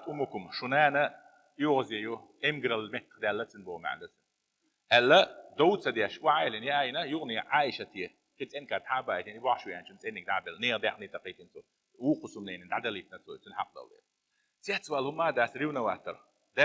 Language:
Chechen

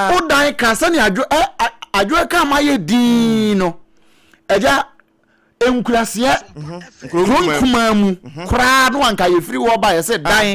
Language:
Akan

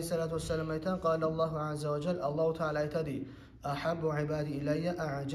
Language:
Kumyk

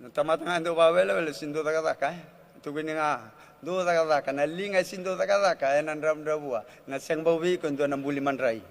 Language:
Fijian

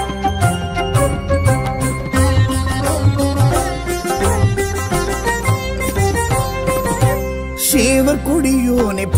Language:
Tamil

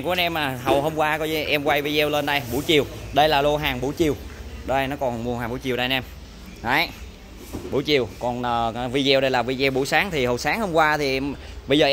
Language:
Vietnamese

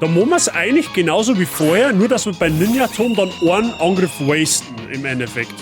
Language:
Bavarian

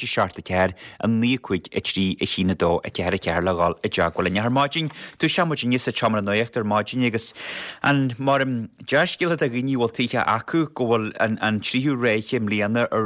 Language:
Irish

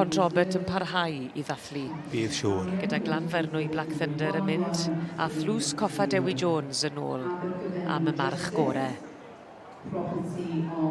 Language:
Welsh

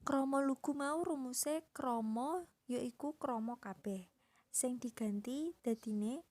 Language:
Javanese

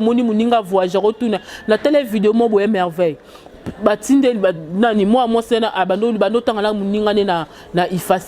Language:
Lingala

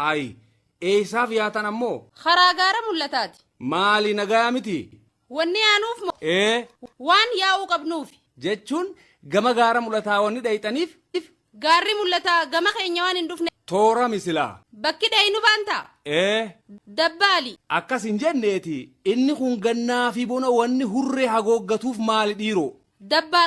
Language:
Oromo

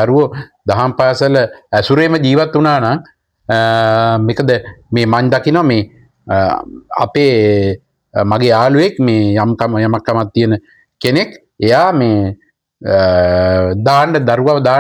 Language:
Sinhala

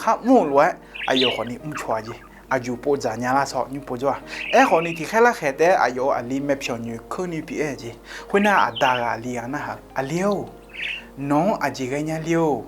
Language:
Akha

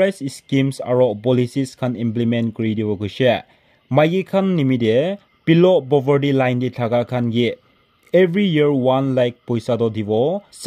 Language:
Naga Pidgin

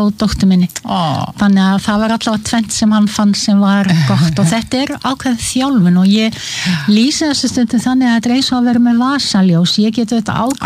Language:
Icelandic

